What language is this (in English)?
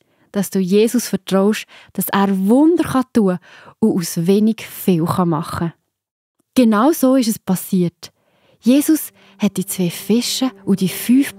Swiss German